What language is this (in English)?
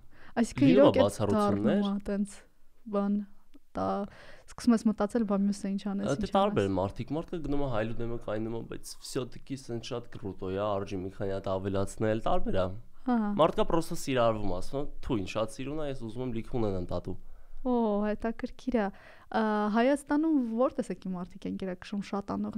Armenian